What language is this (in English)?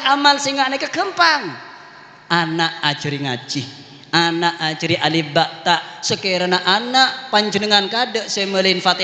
Madurese